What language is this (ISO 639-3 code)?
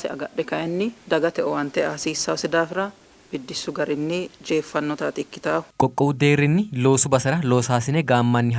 sid